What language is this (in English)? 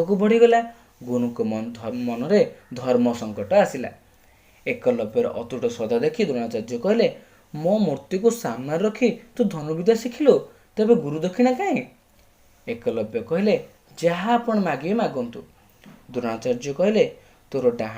Odia